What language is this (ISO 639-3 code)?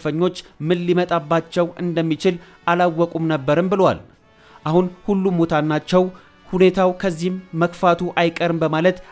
amh